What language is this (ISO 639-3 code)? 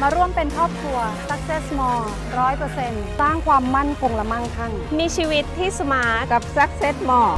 lao